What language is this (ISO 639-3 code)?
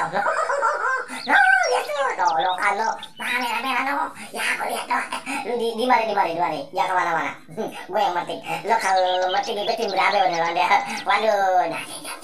bew